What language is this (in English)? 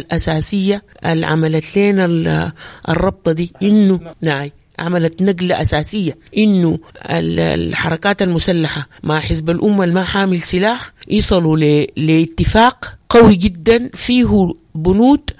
Sudanese Arabic